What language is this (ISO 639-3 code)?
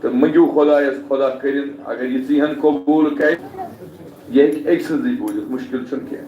kas